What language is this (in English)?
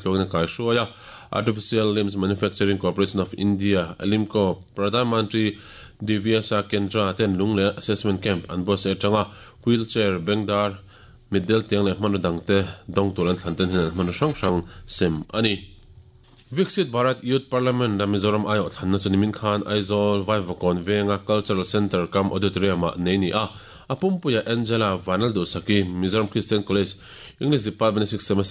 Mizo